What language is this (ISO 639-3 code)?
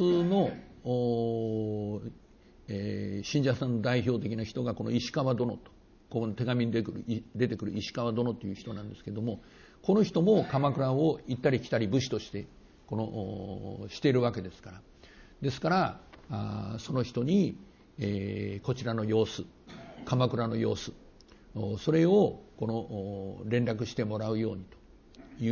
jpn